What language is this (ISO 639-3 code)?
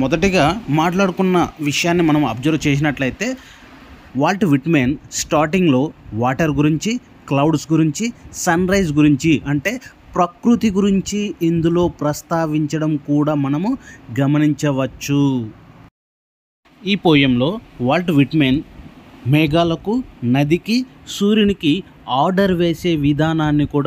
tel